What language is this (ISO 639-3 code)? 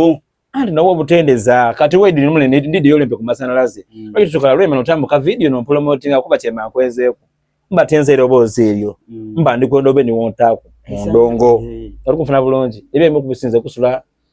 xog